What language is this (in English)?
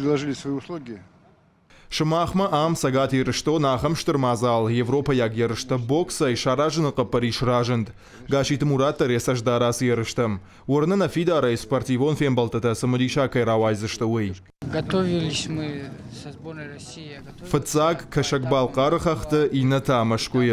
Ossetic